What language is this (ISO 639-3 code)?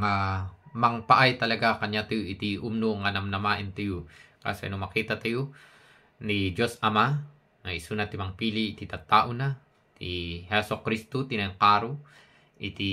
ilo